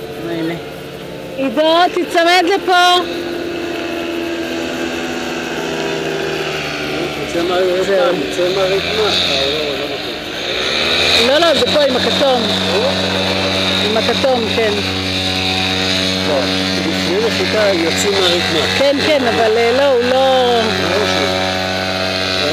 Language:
Hebrew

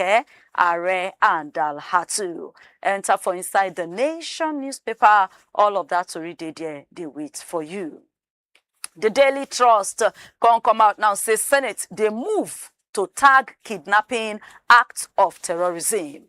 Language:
Nigerian Pidgin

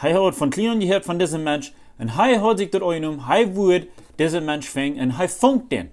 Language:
Plautdietsch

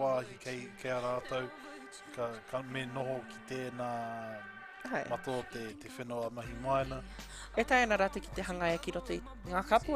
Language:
Māori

